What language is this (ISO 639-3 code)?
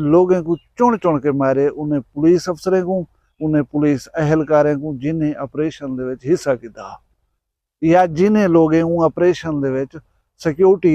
skr